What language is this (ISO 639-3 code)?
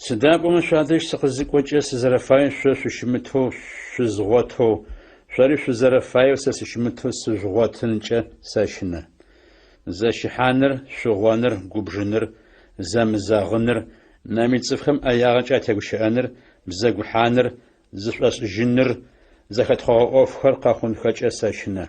ady